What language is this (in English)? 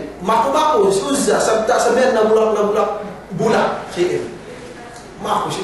Yakan